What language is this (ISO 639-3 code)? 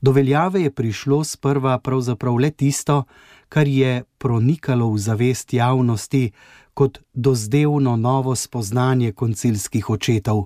slv